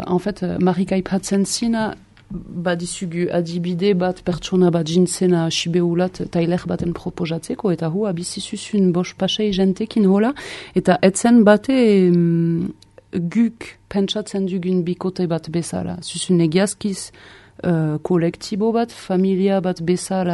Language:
Basque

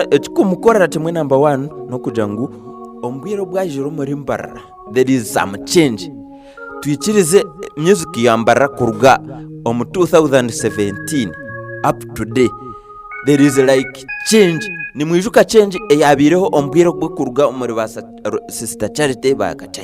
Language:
Nyankole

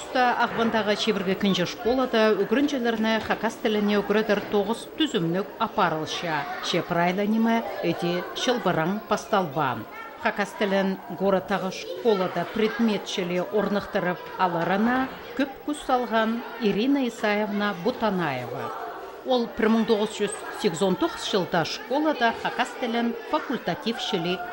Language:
Khakas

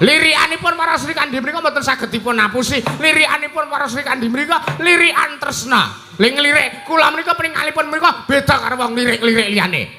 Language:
Javanese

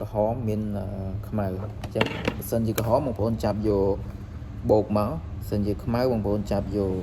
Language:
Khmer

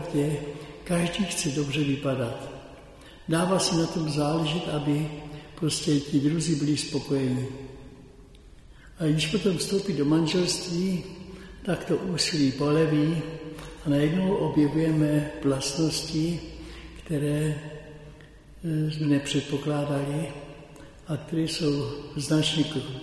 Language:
Czech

